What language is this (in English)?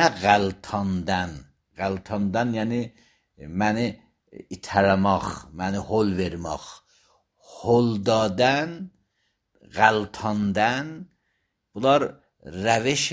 Azerbaijani